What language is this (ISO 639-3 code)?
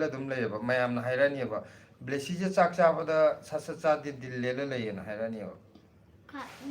mni